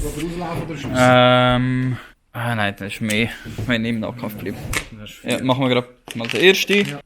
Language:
Swiss German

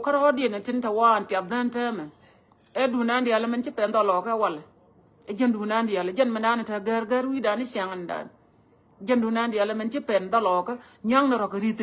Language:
Nuer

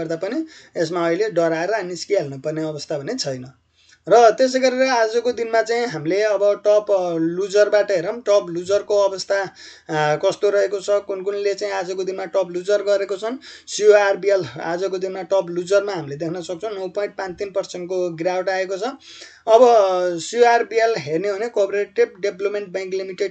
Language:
Nepali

